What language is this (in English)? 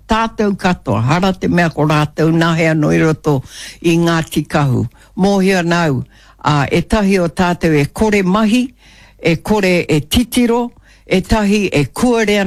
Māori